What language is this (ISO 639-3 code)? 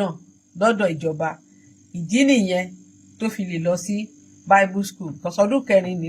yor